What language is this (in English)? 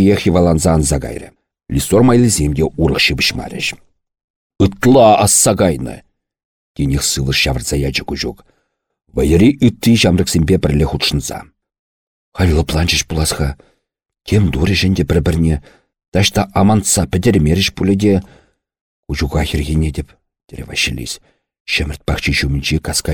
Chuvash